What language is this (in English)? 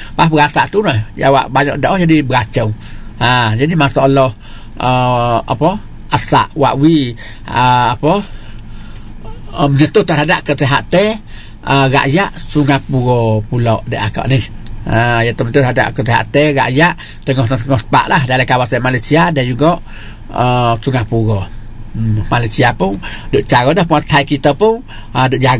Malay